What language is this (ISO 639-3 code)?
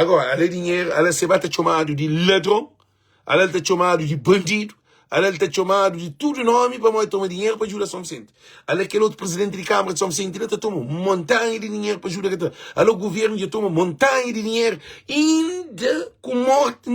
kea